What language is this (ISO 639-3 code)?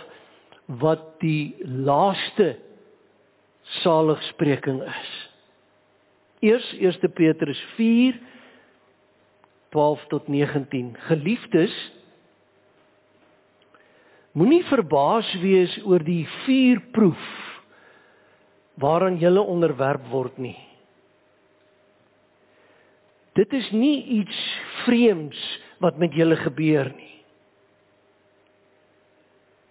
afr